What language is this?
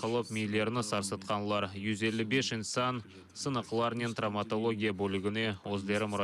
Crimean Tatar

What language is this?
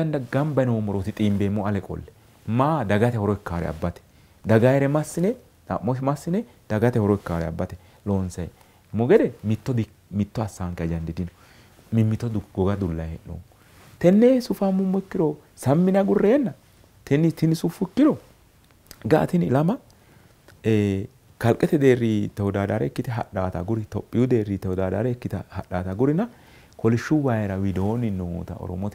Sidamo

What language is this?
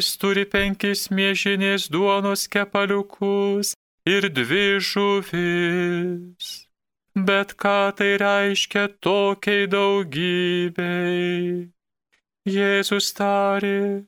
Lithuanian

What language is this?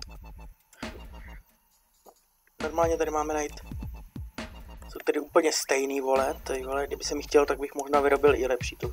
Czech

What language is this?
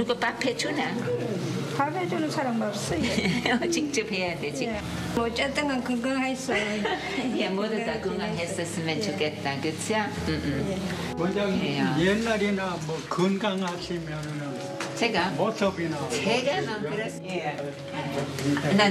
Korean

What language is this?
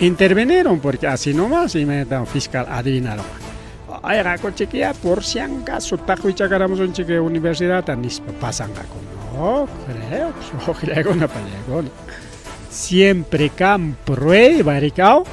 Ayacucho Quechua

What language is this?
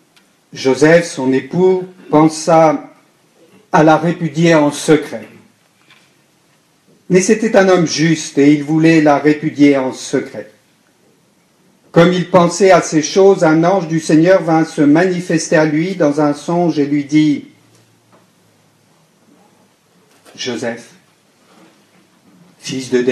French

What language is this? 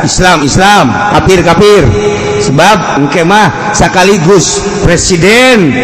Sundanese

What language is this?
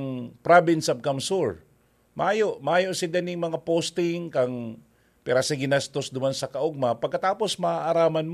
Bikol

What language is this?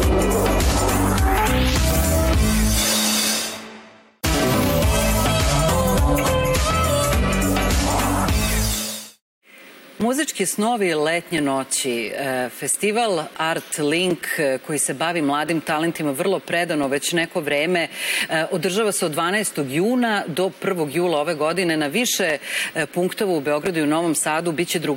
Serbian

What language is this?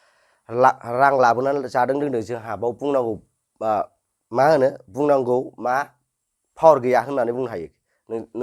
Bodo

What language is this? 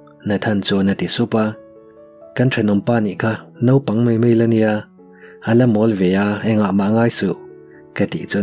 Mizo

